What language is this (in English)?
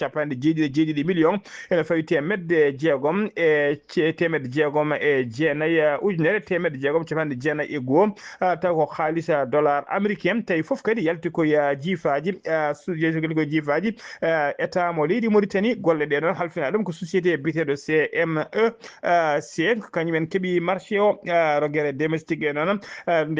Fula